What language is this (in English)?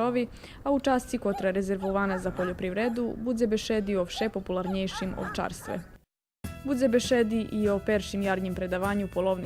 Rusyn